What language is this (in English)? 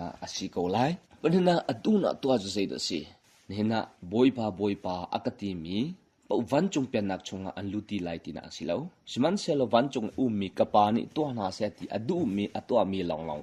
Hakha Chin